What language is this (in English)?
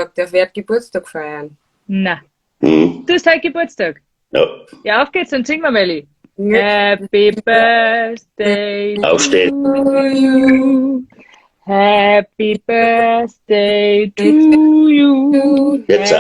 Bavarian